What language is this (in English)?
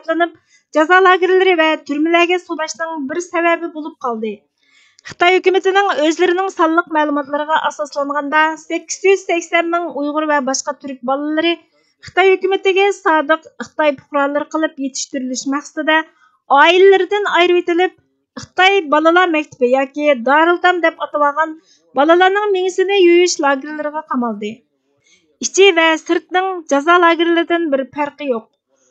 Uyghur